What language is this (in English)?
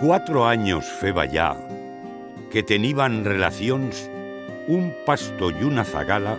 Aragonese